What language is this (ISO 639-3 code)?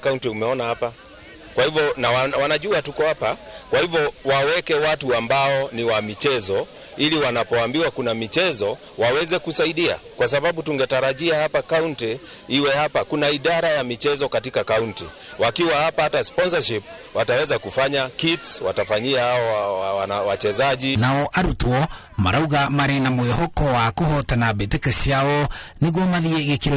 kik